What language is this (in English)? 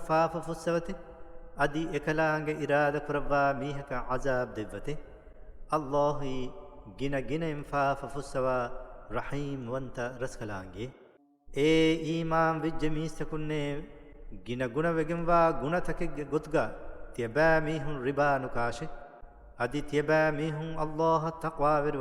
Divehi